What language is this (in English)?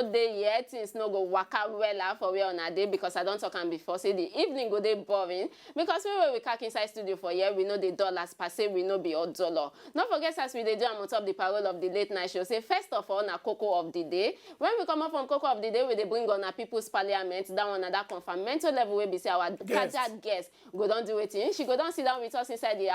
Nigerian Pidgin